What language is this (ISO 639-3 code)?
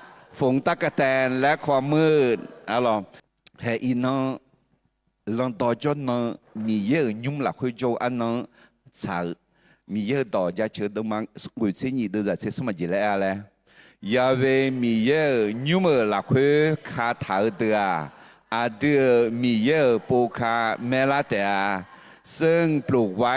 ahk